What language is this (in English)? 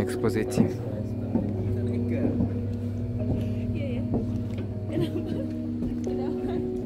Ukrainian